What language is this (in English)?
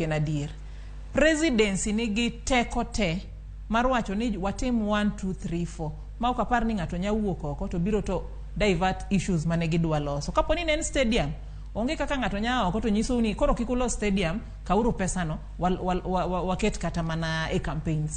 Luo (Kenya and Tanzania)